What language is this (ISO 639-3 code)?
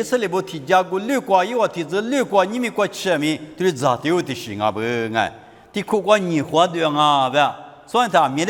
lis